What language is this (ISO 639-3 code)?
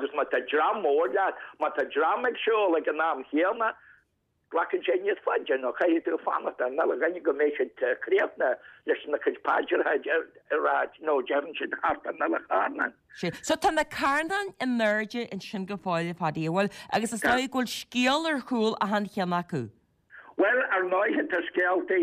gle